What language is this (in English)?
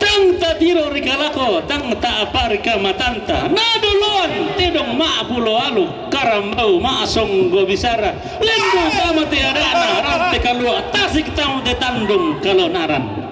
Toraja-Sa'dan